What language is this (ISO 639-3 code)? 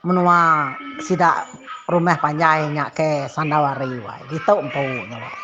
iba